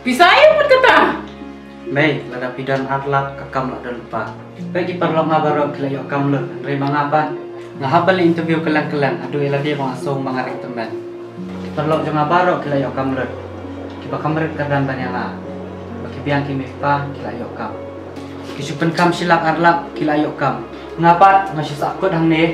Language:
Khasi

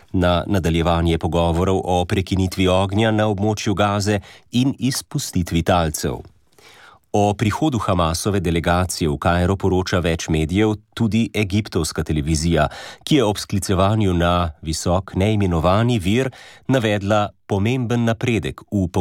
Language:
Slovenian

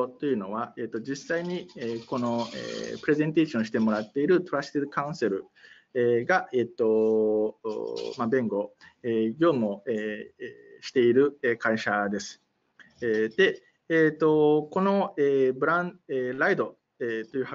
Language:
Japanese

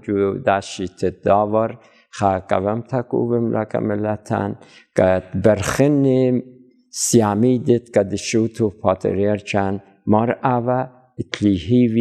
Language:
Assyrian Neo-Aramaic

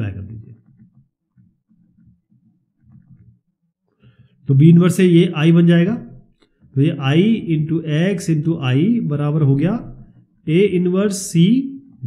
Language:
Hindi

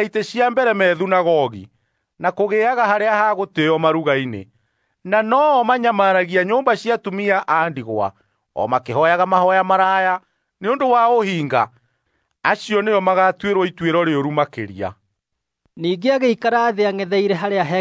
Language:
Kikuyu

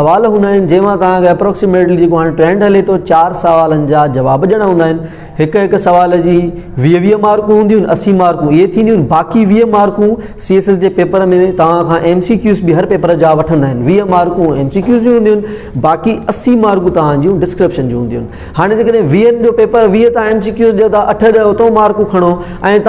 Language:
Sindhi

